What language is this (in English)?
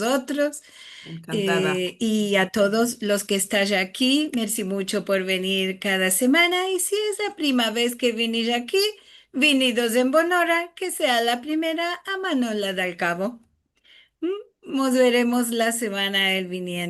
Ladino